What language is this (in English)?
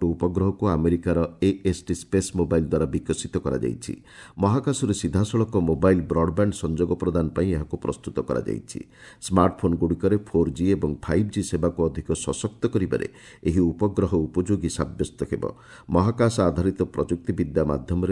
Odia